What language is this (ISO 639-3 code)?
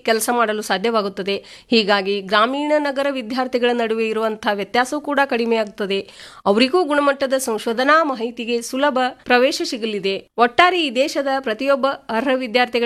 kan